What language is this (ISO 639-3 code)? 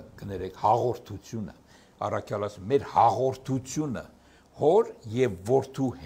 hye